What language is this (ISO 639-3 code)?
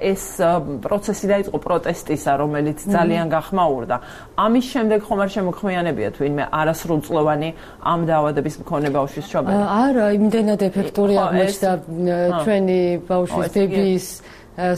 kat